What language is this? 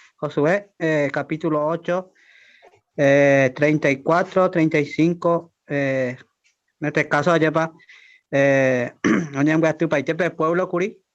Guarani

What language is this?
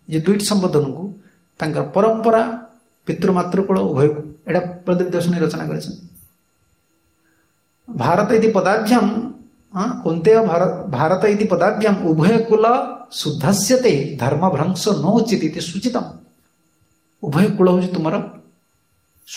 Odia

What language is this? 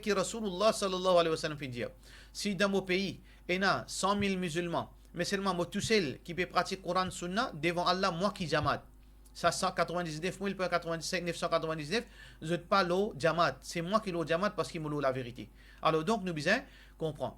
Morisyen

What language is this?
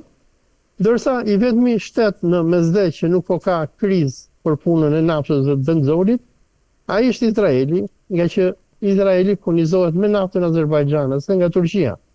Albanian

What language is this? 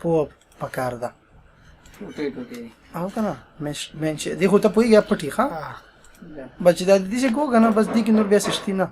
Pashto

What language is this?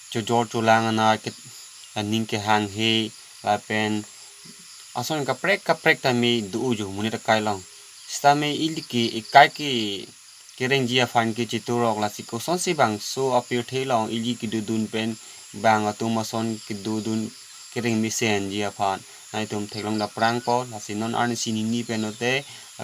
Karbi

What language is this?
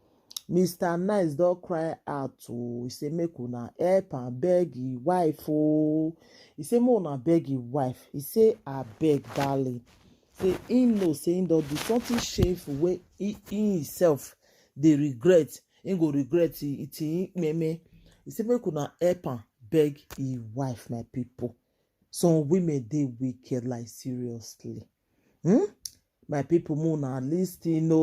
Nigerian Pidgin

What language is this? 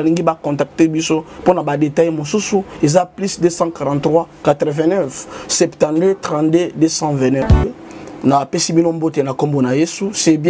Lingala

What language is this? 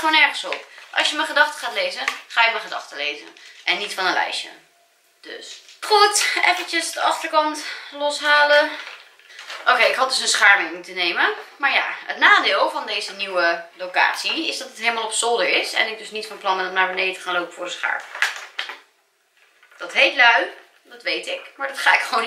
Dutch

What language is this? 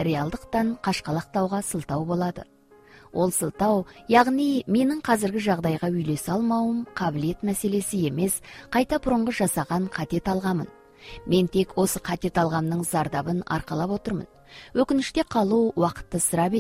Kazakh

